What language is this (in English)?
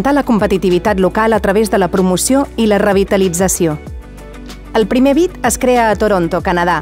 Catalan